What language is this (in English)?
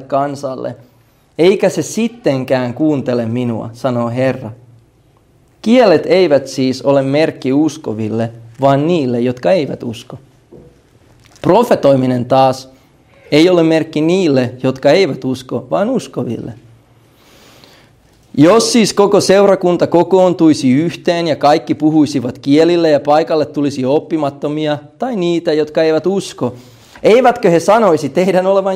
Finnish